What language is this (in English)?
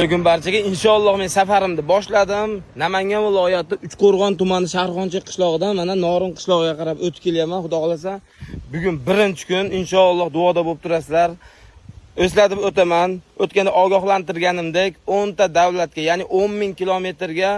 Uzbek